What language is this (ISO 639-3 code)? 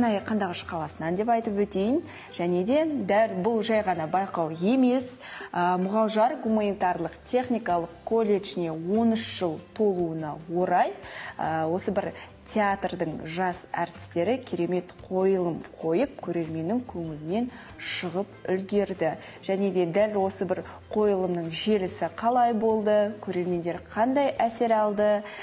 kaz